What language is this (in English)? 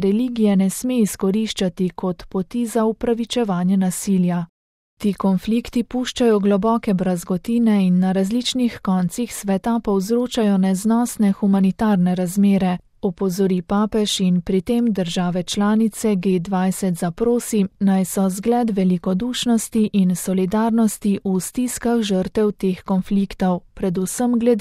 Slovenian